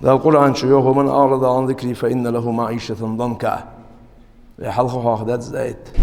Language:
Ingush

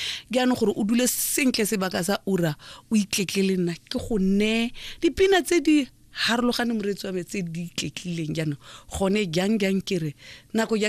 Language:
Tswana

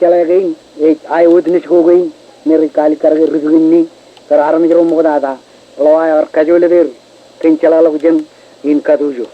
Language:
Marshallese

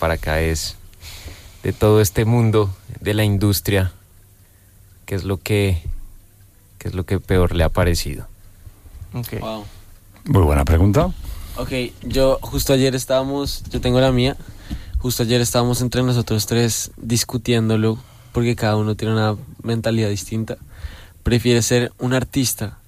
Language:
Spanish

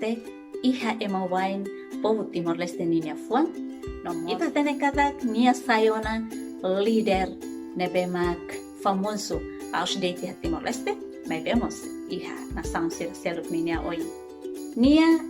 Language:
Tetum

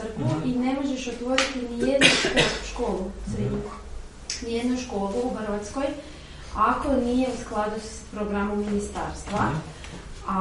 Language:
Croatian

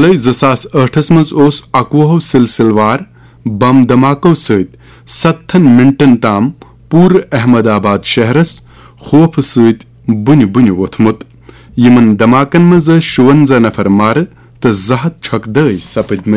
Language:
Kashmiri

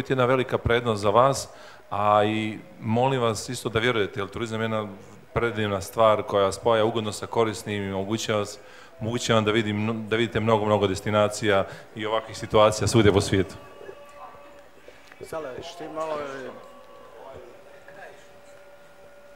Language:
Serbian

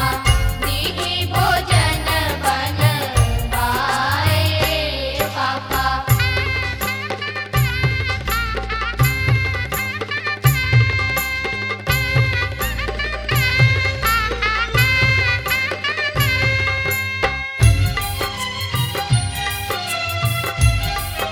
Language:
Bhojpuri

